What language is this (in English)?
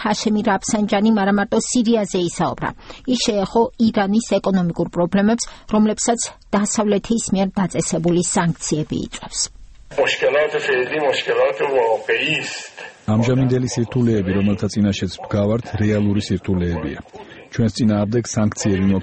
Georgian